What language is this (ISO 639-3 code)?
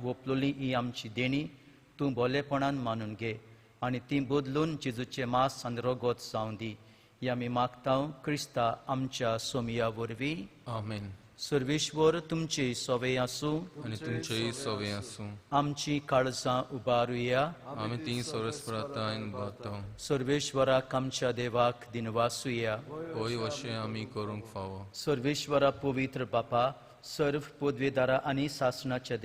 kok